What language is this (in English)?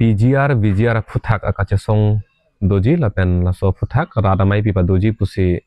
Karbi